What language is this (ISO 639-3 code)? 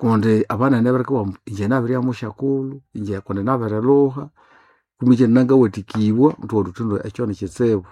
nnb